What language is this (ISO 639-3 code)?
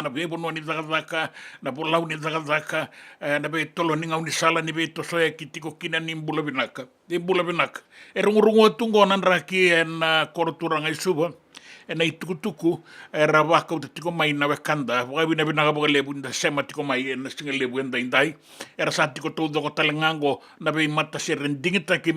fij